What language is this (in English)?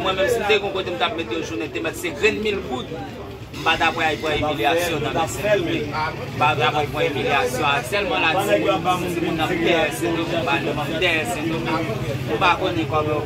Haitian Creole